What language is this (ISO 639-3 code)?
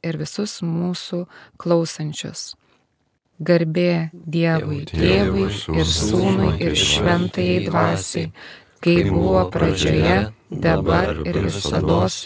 lit